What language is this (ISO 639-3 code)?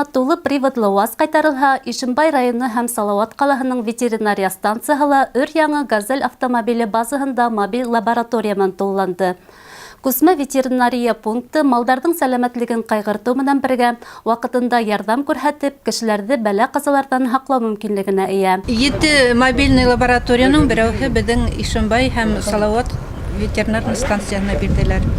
bak